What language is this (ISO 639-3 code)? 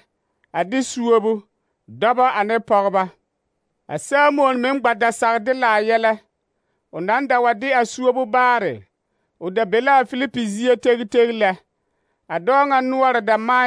dga